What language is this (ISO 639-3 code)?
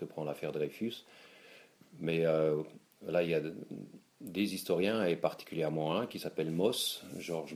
fra